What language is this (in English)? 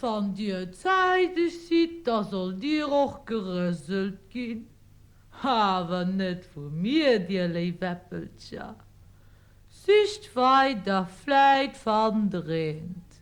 Luxembourgish